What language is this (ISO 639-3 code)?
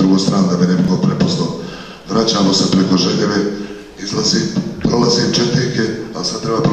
bos